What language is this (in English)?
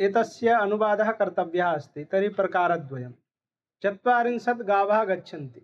Sanskrit